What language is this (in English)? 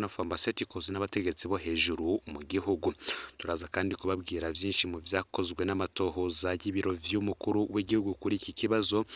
Rundi